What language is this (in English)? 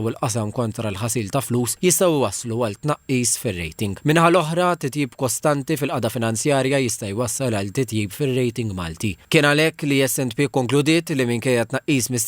Maltese